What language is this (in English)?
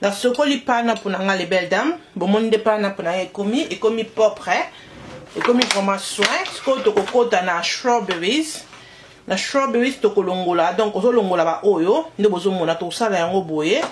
Lingala